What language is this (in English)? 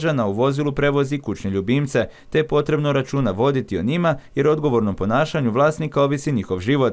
Croatian